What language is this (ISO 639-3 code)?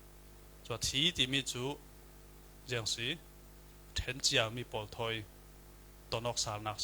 cfm